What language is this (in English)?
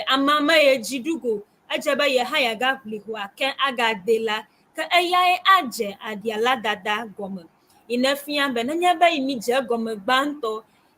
Ewe